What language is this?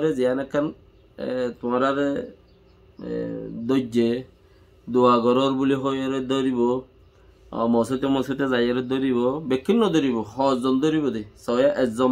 Rohingya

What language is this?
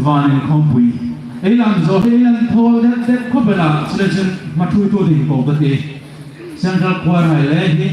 Hmar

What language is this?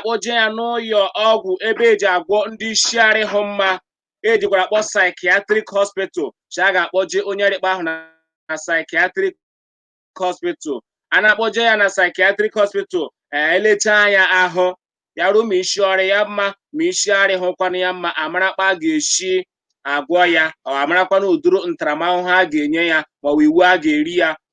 Igbo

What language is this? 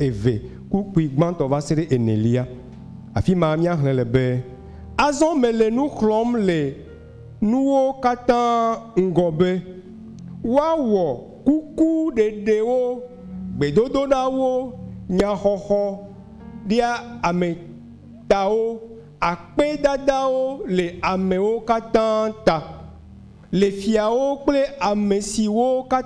Ewe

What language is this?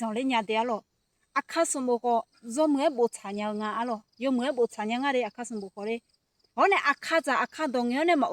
Akha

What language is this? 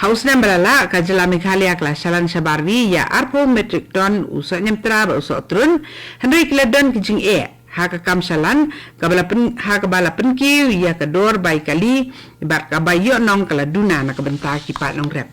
Khasi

